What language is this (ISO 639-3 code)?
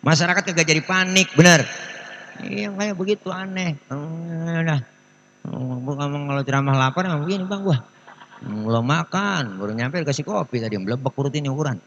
bew